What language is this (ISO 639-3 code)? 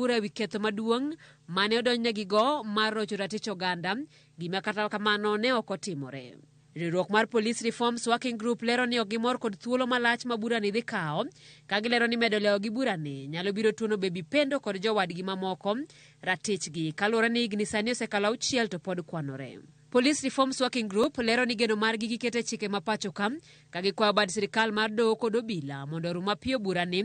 luo